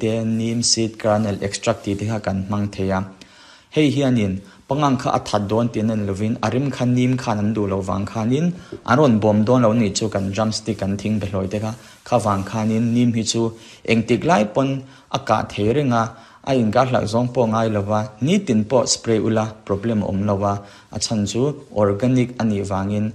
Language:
Mizo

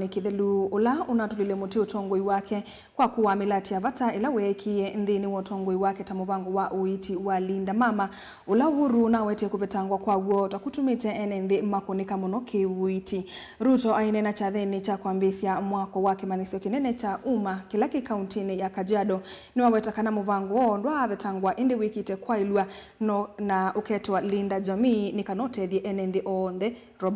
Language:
Kamba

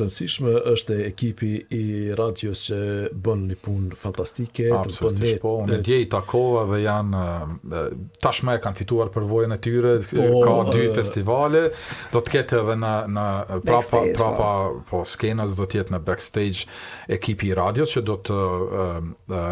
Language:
Albanian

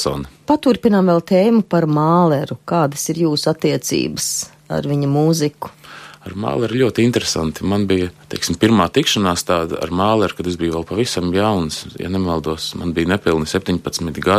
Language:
Latvian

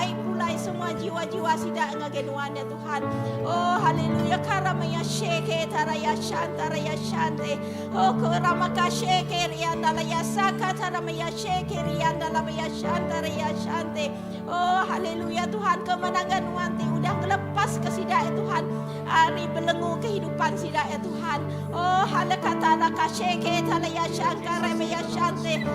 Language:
Iban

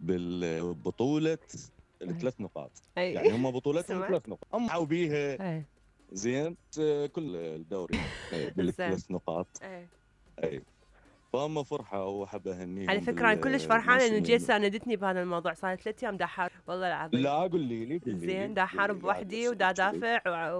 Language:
Mesopotamian Arabic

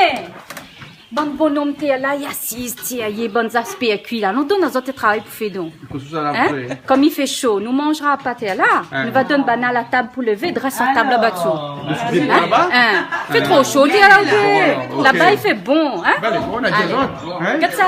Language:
Réunion Creole French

